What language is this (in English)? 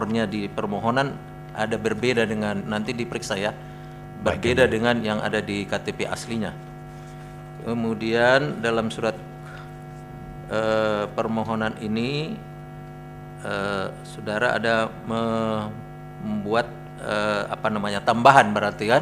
Indonesian